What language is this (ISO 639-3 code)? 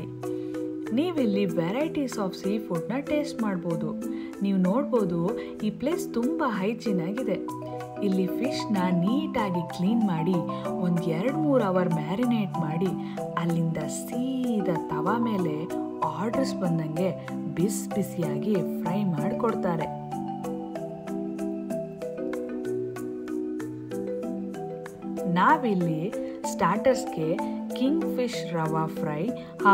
kan